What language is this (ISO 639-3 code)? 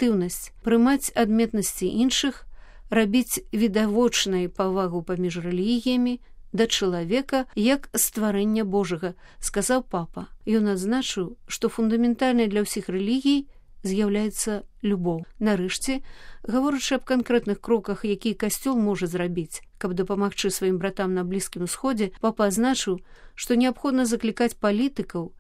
bel